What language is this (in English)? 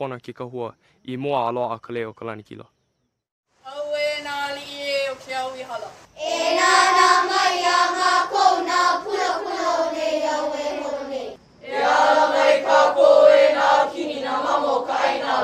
Hawaiian